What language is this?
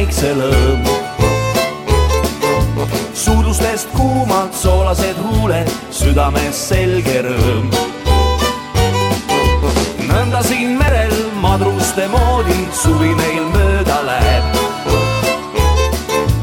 Estonian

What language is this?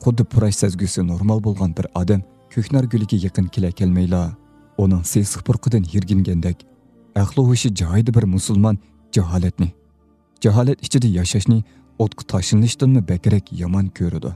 Uyghur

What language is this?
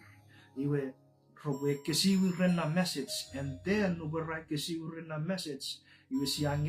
Chuukese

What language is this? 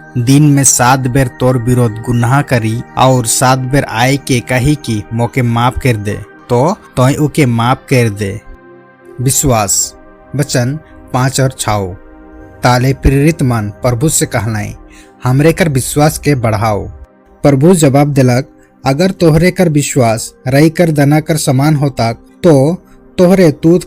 Sadri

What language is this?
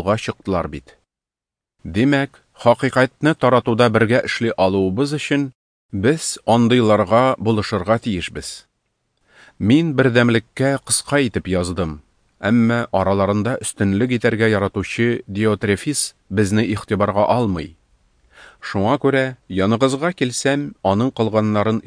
Tatar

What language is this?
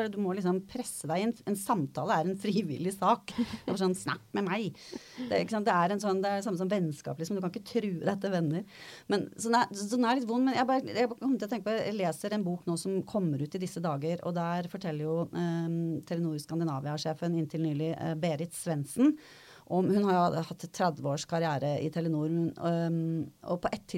Norwegian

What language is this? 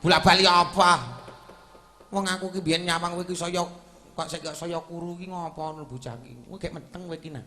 Javanese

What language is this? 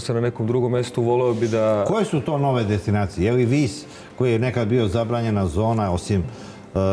Serbian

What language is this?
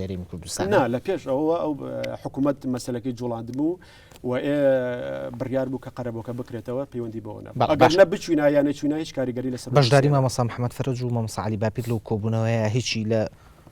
Central Kurdish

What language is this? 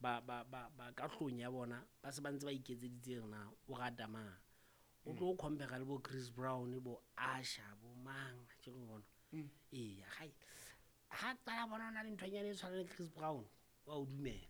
Southern Sotho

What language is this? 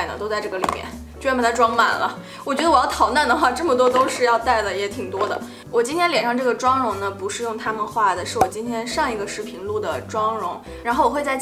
Chinese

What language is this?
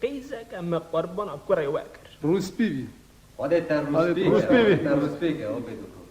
Kurdish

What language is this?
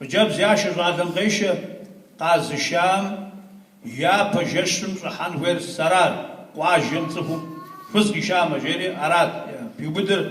Kabardian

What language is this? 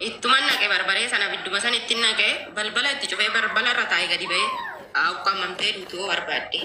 Oromo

